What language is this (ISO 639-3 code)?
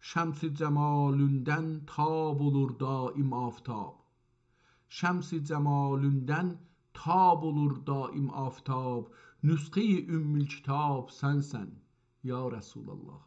azb